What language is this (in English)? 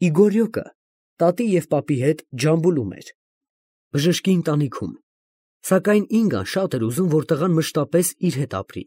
Armenian